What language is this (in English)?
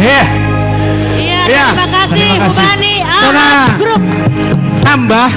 Batak Simalungun